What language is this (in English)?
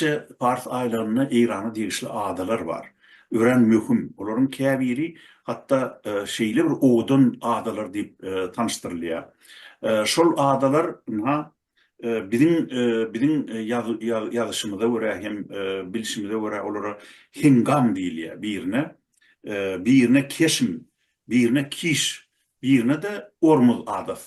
Turkmen